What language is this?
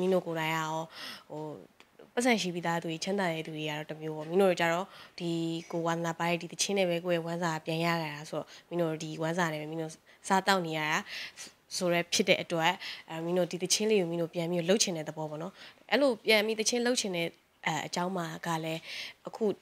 Burmese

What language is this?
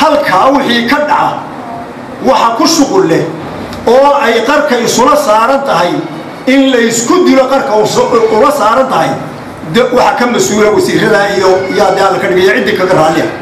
Somali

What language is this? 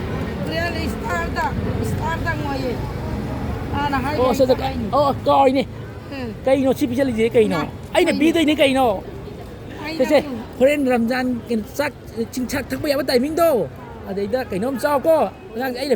Manipuri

